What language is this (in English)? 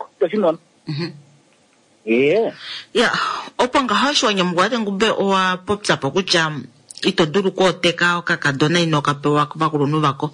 Kuanyama